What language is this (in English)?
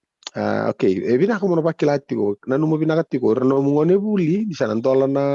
Fijian